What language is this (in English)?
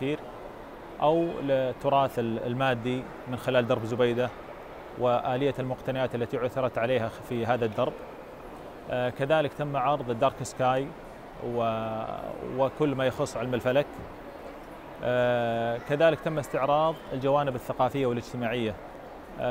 Arabic